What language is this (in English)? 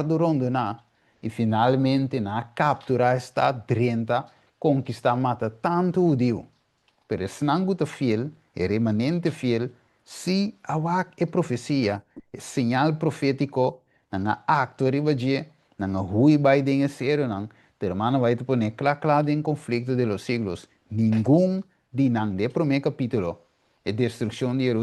Papiamento